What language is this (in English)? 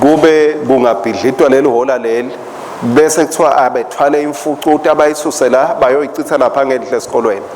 Swati